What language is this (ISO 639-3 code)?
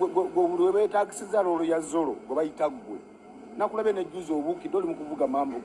lug